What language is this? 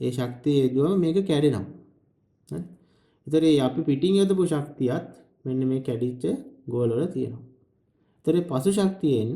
Sinhala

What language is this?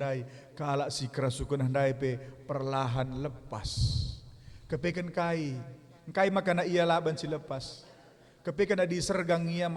Batak Karo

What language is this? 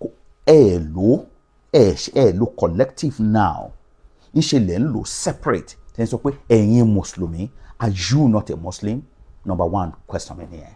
Yoruba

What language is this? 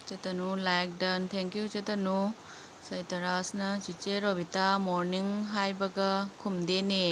Manipuri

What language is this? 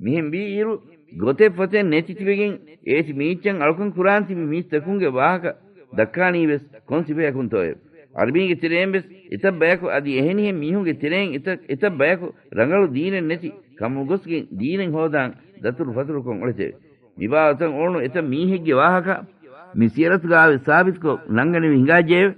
Divehi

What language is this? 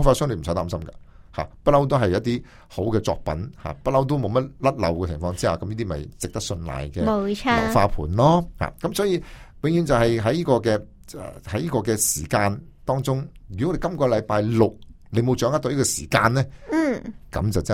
Cantonese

